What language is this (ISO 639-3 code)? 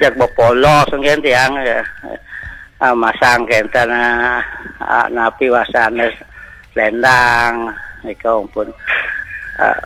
ban